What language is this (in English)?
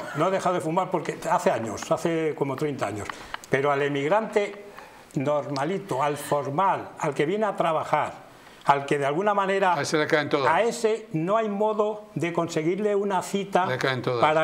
Spanish